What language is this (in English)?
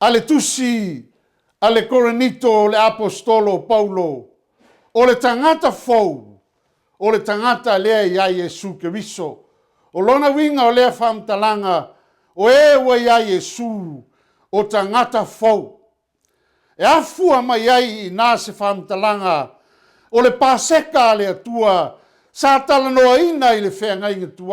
Samoan